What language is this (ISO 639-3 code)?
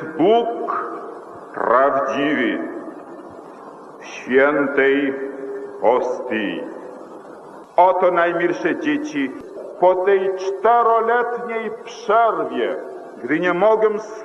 pol